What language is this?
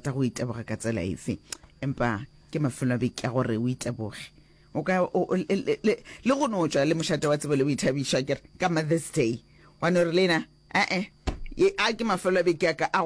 Northern Sotho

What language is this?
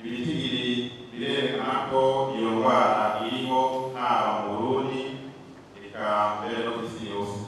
Rundi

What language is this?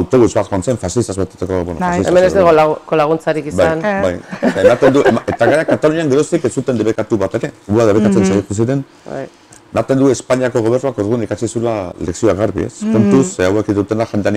Basque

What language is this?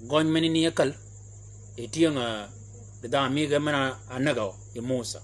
Shilluk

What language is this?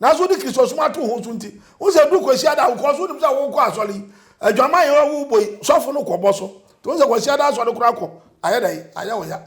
Akan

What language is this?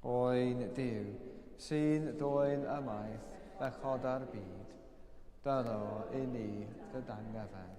Welsh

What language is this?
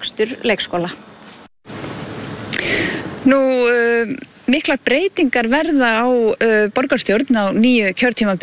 Icelandic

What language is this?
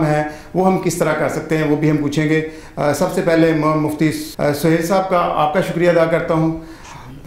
Urdu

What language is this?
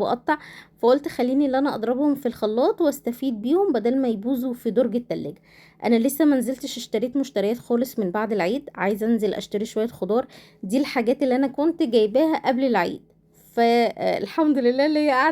Egyptian Arabic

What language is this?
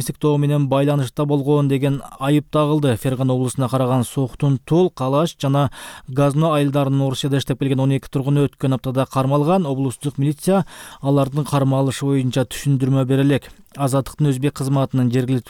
Kyrgyz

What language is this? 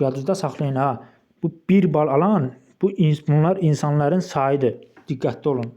Azerbaijani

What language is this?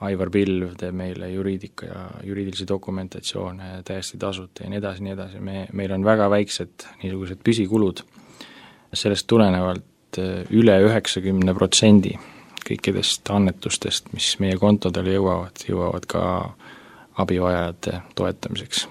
Estonian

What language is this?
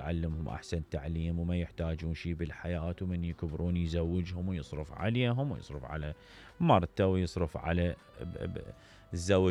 Mesopotamian Arabic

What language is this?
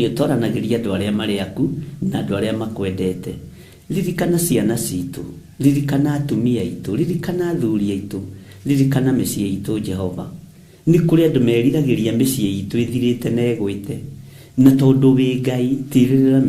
Kikuyu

